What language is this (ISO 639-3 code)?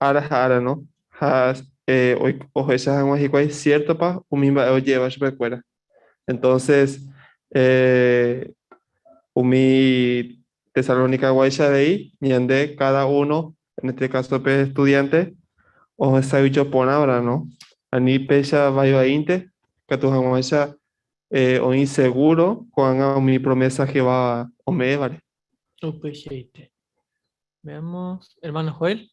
grn